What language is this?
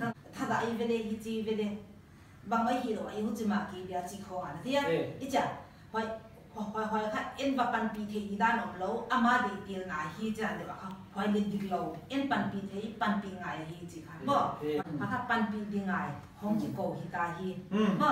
Paite Chin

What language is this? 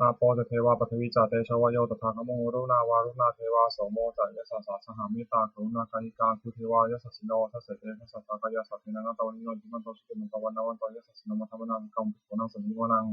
Pali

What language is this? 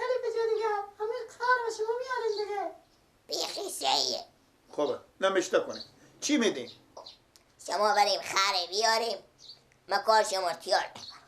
Persian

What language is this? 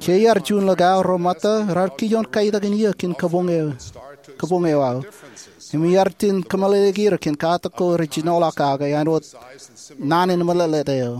Marshallese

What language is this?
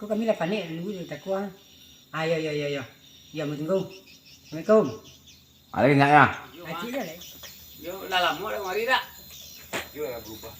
Minangkabau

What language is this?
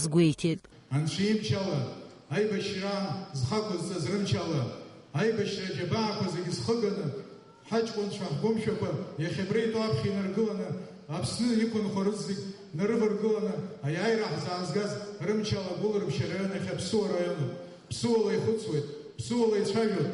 Abkhazian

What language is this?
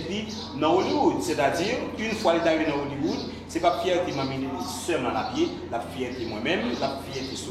Haitian Creole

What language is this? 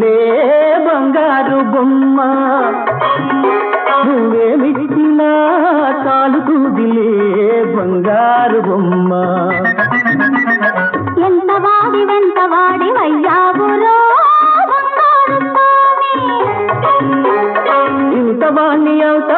Telugu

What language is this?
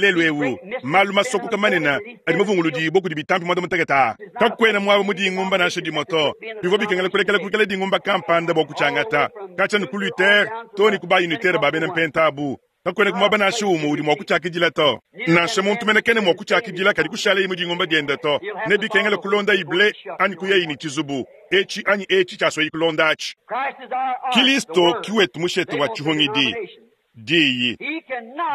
Luba-Lulua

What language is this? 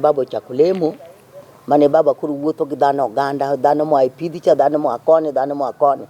Luo (Kenya and Tanzania)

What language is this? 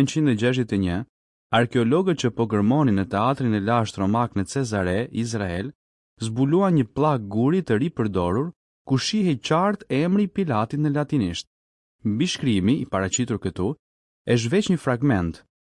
Albanian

